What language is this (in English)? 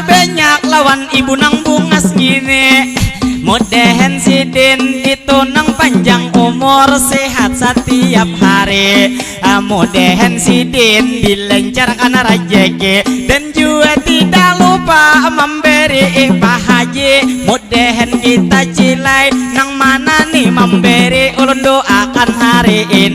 Banjar